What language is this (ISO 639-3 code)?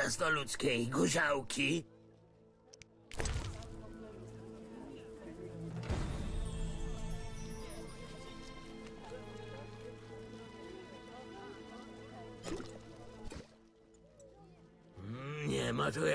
pol